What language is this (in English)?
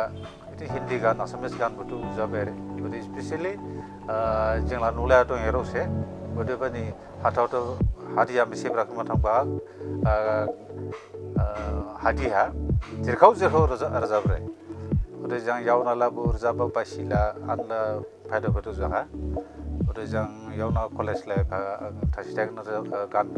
Dimasa